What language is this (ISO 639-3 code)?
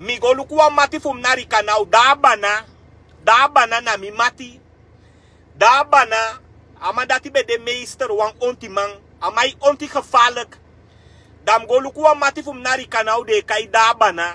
srn